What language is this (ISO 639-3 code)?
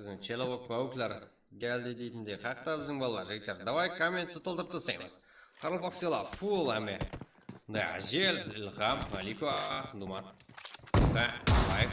kaa